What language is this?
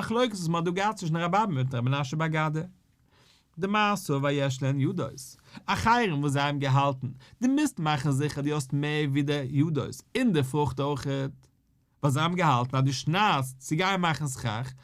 Yiddish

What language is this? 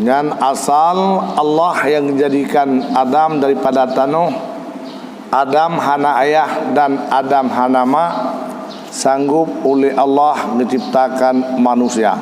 Achinese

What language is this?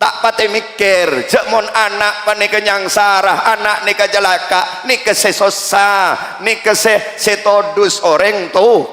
Madurese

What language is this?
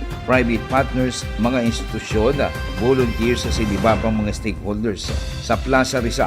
Bikol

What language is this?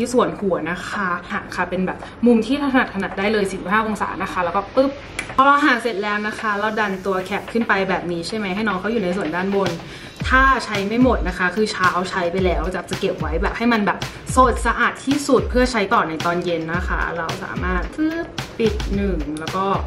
Thai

